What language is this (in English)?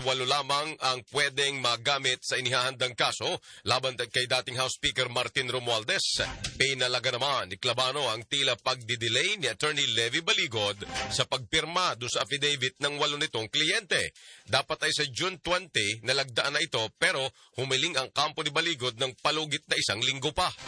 Filipino